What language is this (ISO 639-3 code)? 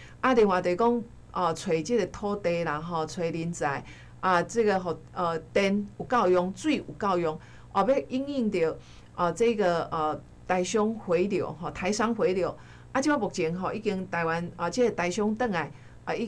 nan